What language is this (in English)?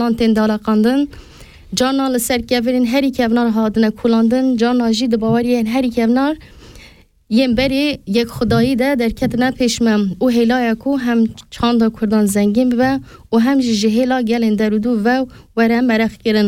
Kurdish